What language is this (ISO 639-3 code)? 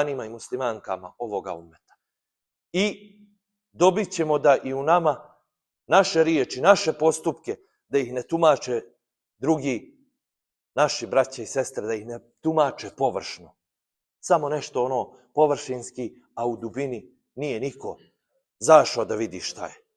bos